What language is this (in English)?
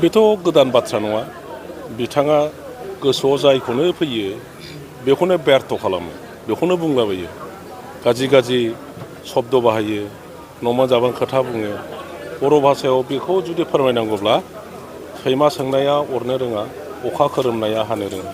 Bodo